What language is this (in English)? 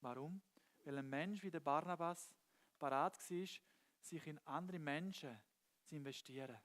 Swiss German